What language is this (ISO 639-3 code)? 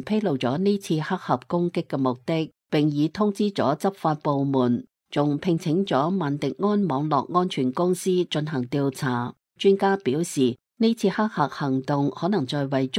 yue